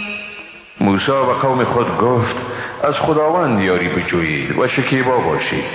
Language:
Persian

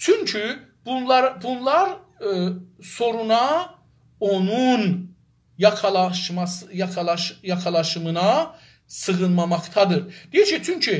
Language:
South Azerbaijani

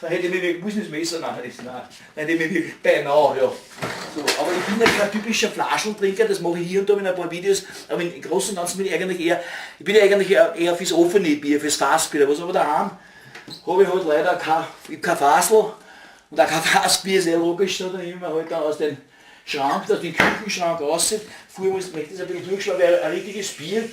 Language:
Bavarian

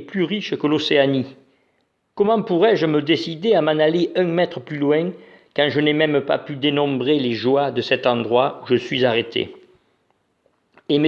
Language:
Occitan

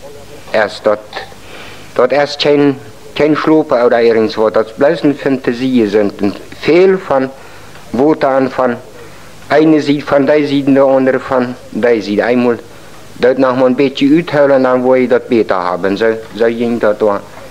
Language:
Plautdietsch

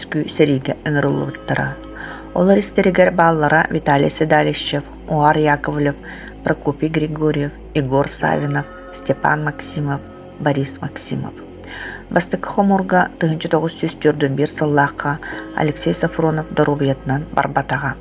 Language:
Yakut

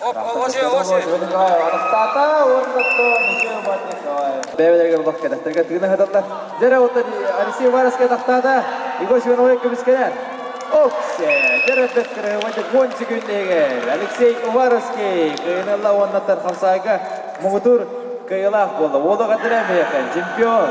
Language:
Yakut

